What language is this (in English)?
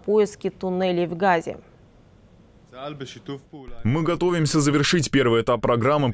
Russian